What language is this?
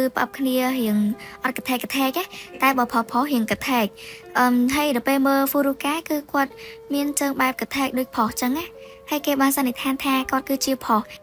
Khmer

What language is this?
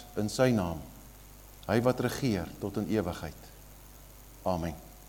Afrikaans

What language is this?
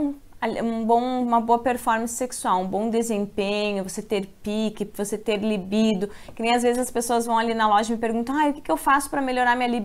Portuguese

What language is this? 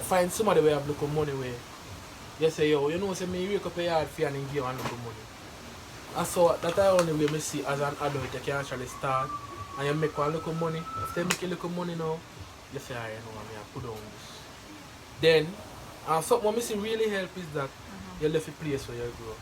Jamaican Creole English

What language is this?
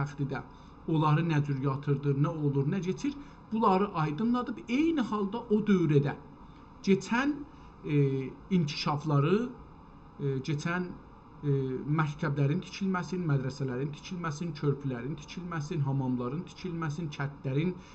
South Azerbaijani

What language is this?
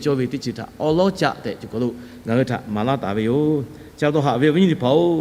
Lahu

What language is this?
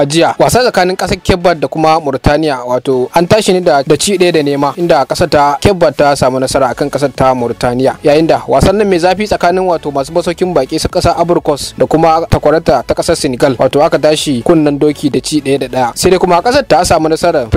Hausa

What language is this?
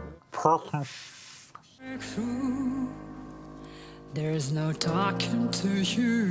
Russian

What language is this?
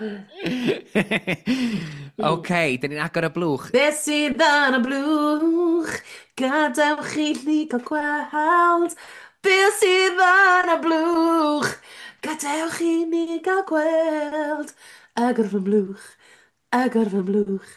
Welsh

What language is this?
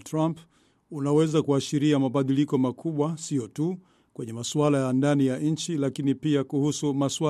Swahili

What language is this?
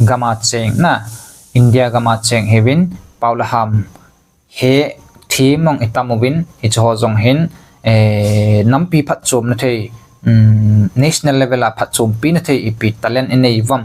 Thado Chin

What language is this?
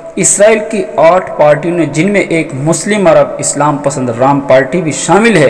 Urdu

